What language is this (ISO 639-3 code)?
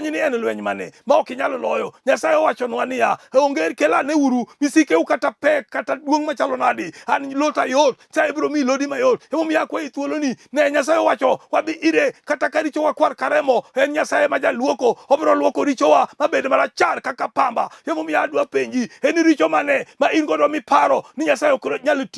luo